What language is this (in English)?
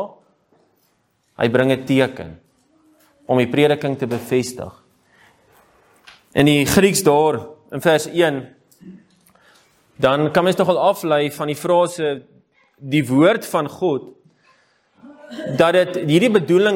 Afrikaans